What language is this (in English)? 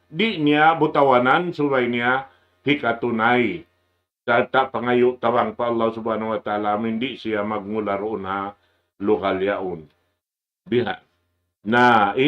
Tausug